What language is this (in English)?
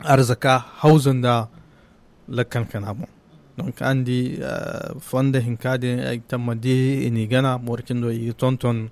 Zarma